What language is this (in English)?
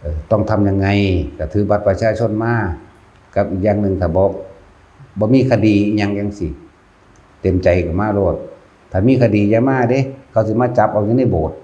Northeastern Thai